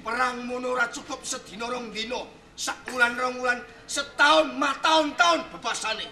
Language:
Javanese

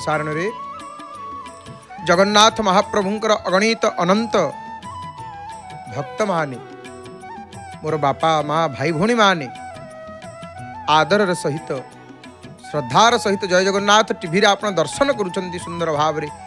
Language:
Odia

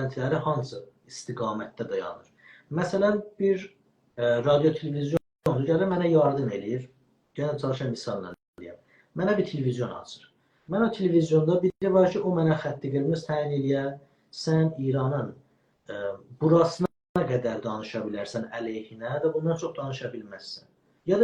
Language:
South Azerbaijani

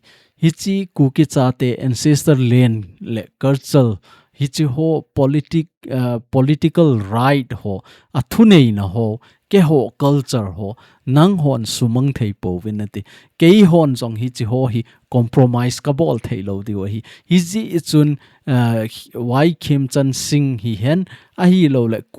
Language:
Thado Chin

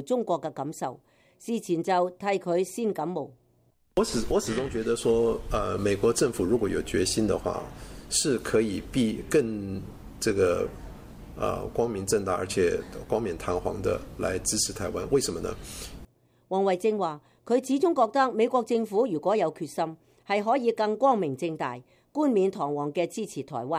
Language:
Cantonese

